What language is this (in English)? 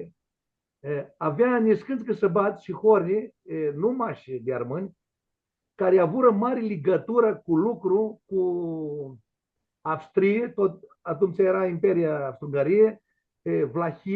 Aromanian